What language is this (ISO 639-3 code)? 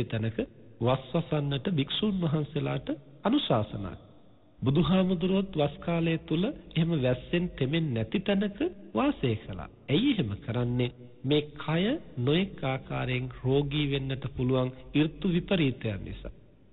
sin